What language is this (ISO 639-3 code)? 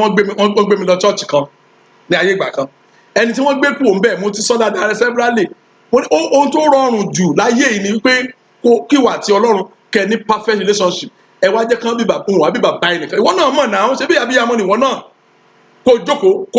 yor